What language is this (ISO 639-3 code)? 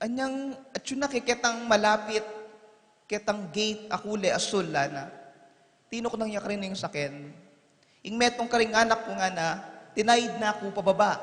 pam